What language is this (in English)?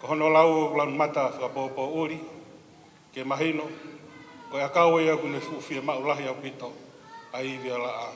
Tongan